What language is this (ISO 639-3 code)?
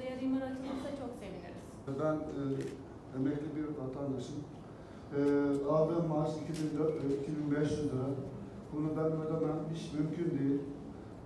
tur